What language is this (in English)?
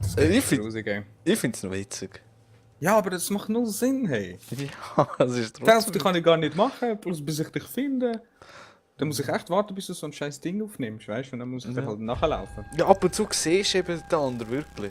Swiss German